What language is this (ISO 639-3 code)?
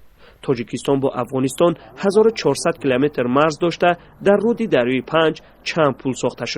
tgk